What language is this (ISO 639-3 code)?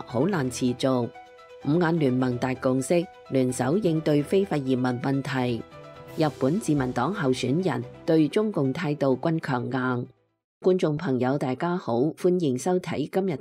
yue